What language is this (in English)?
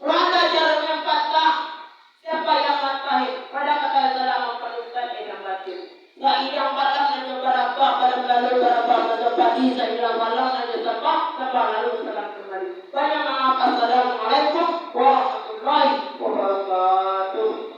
Minangkabau